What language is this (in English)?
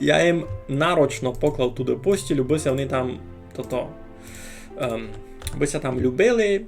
Rusyn